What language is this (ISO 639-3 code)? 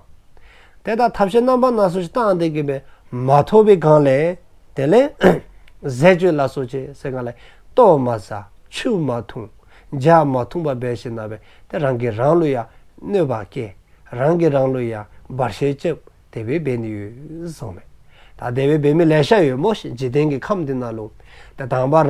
dzo